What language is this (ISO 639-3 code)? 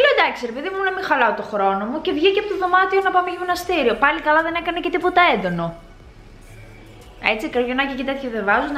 ell